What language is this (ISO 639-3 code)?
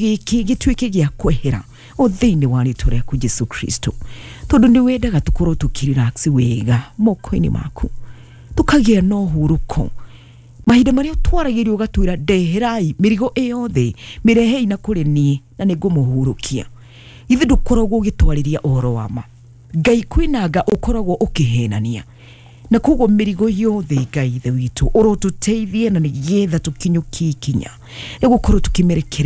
kik